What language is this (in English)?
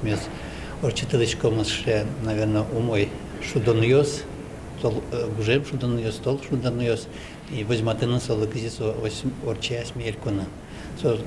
Udmurt